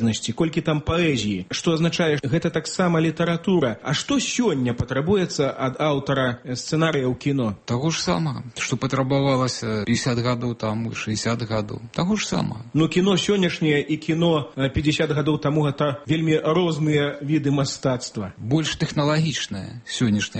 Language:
Belarusian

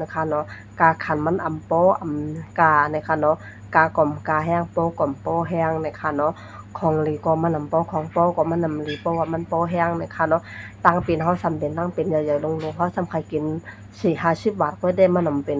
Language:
Shan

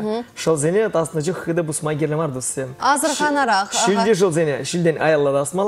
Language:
Chuvash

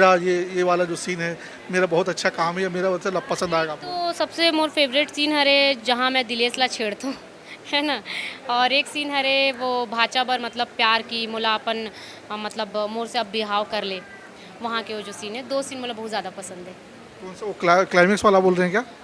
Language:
Chhattisgarhi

